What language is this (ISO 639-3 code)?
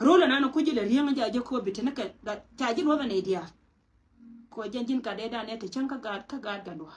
nus